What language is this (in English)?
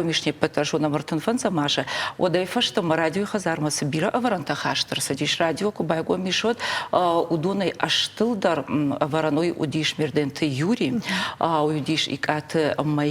Ossetic